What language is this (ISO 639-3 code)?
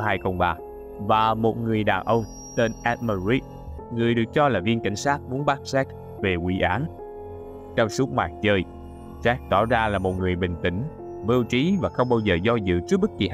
vie